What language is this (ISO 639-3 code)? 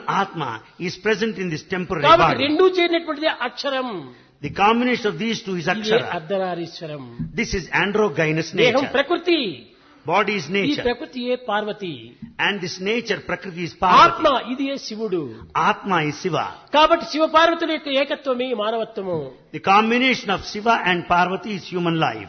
tel